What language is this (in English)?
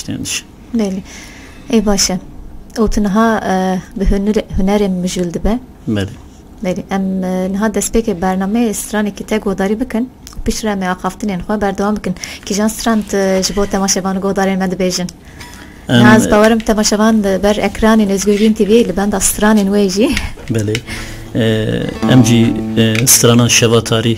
Kurdish